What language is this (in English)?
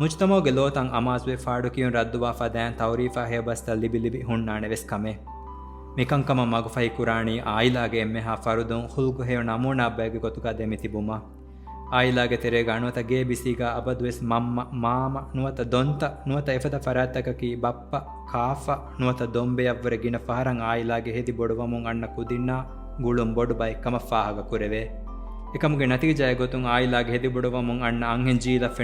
Divehi